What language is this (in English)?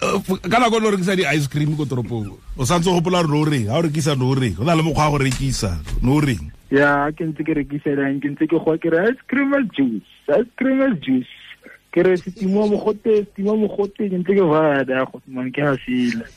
Tswana